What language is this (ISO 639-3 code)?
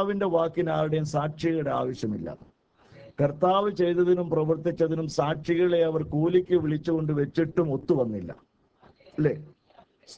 mal